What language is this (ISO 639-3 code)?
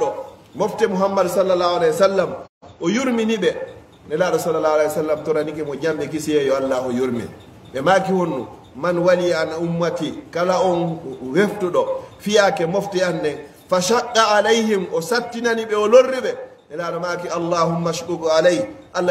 ful